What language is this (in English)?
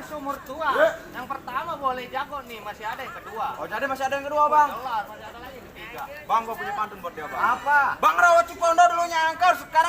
Betawi